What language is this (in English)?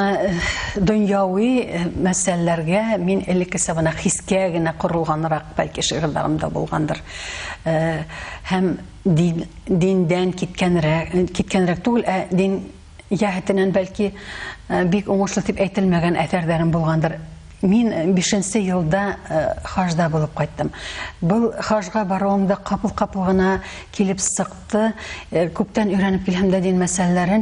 Bashkir